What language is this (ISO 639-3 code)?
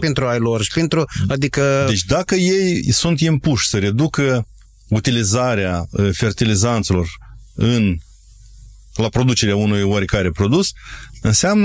ron